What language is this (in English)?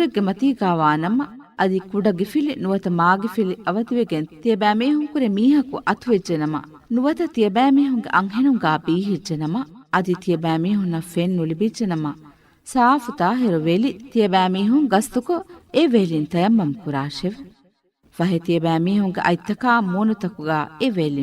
Divehi